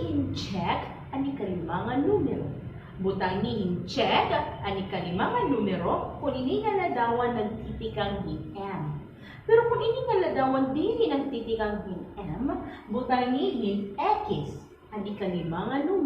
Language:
Waray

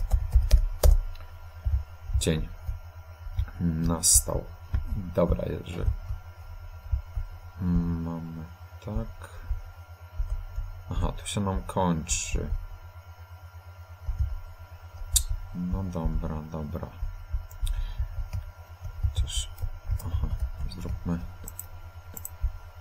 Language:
Polish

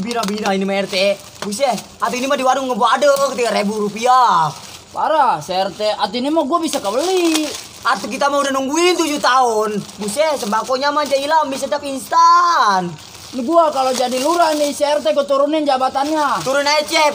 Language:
Betawi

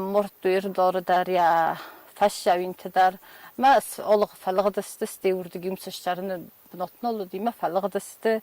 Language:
Ossetic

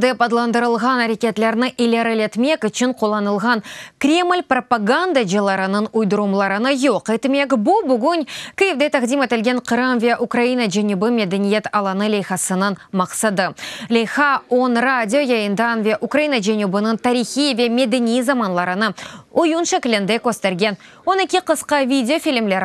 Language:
Crimean Tatar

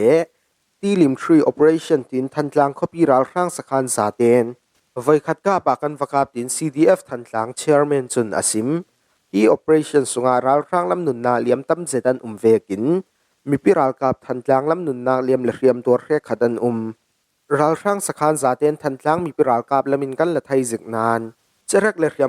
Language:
Falam Chin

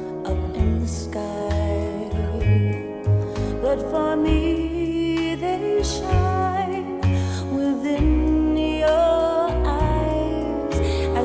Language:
English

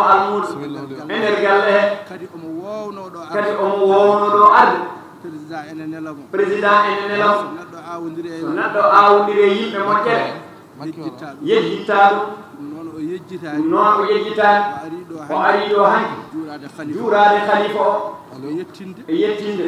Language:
Fula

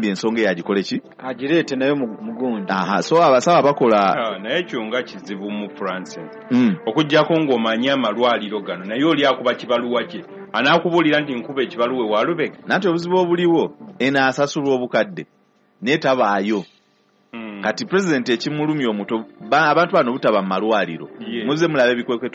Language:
Ganda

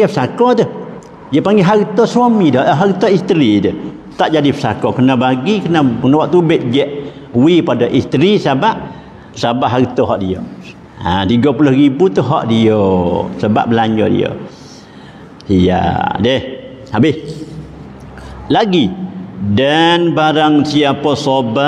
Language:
Malay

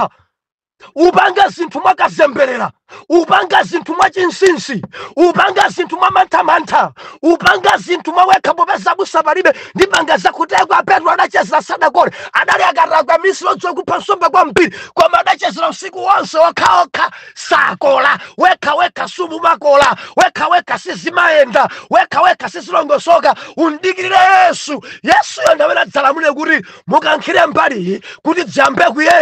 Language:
Nyanja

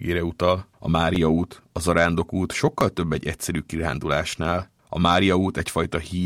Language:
Hungarian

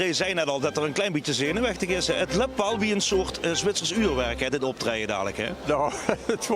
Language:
Limburgish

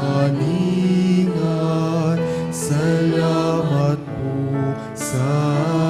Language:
Pampanga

